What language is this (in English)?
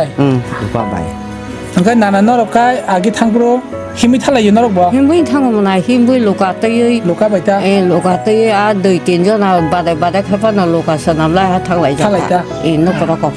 Kok Borok